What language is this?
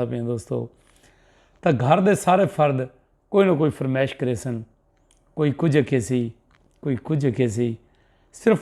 Saraiki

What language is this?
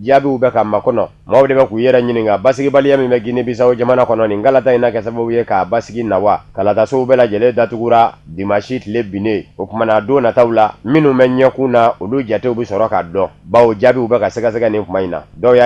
Bambara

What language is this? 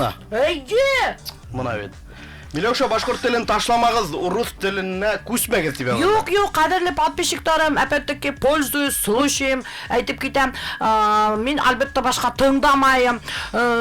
Bashkir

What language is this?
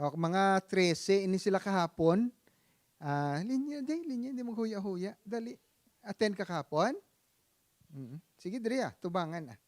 Hiligaynon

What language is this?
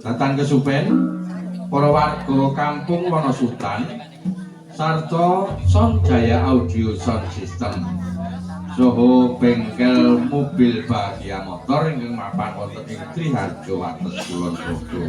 Javanese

